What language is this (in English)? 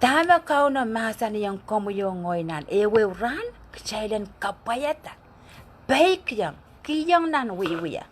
Pohnpeian